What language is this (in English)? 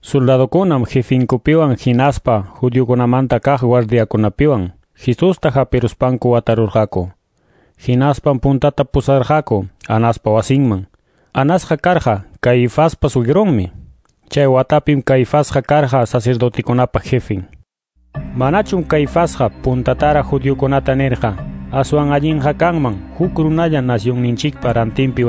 Quechua